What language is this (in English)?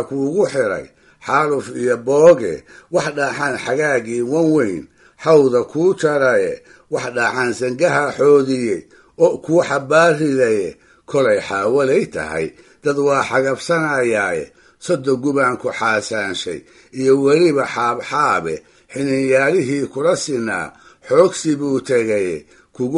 Somali